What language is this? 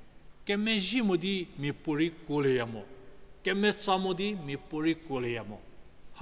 Angami Naga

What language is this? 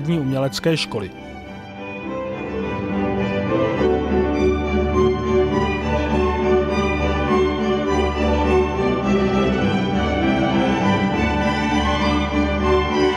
Czech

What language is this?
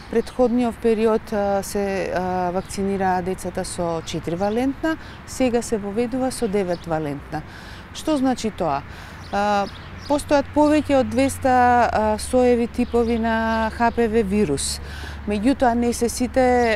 Macedonian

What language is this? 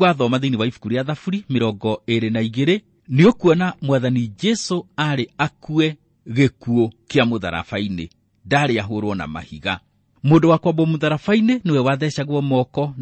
Kikuyu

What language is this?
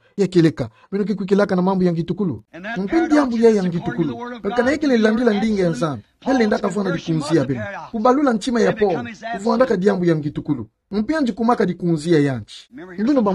Kituba (Democratic Republic of Congo)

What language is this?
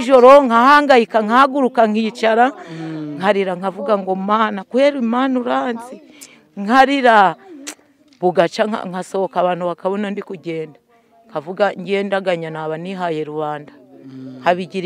Kinyarwanda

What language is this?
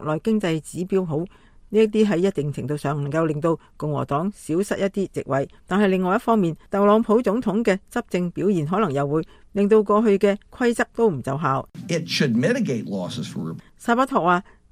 Cantonese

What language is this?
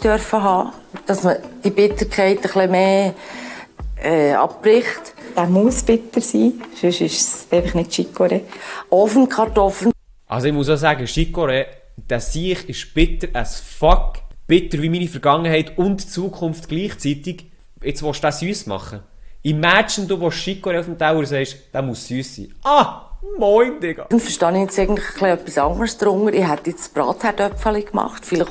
Swiss German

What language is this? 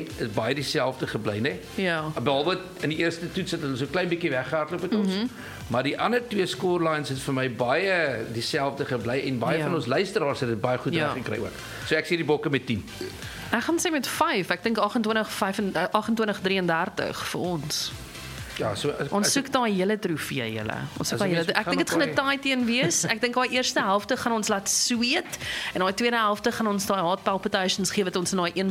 Afrikaans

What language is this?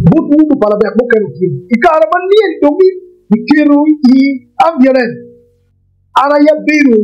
Acoli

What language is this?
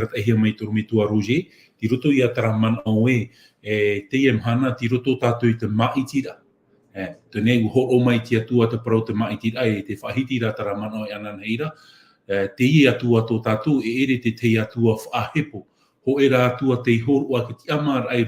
Tahitian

